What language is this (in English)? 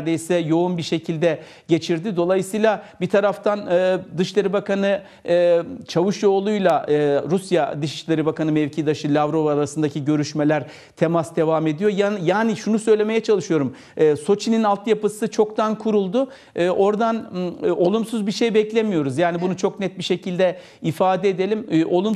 Turkish